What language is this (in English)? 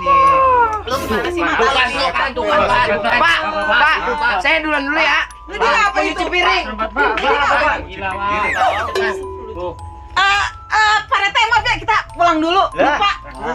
Betawi